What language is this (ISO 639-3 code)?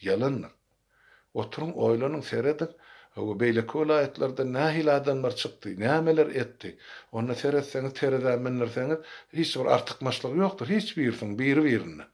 tuk